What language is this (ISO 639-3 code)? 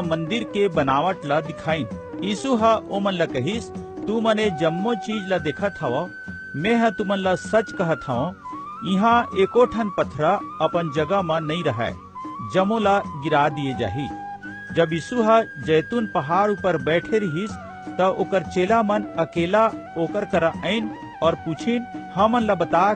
hne